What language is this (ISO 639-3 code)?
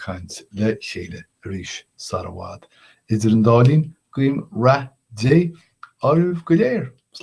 gle